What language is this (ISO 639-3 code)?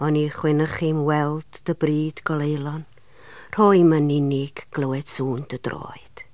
cym